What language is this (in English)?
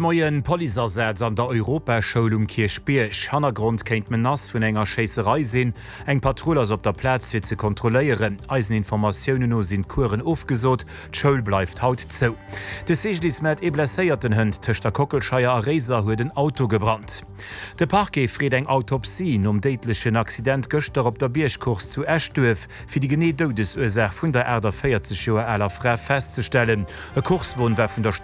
Luxembourgish